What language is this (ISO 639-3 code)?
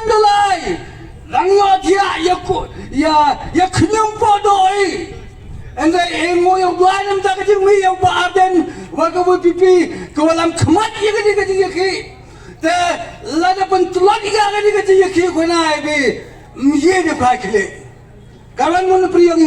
pbv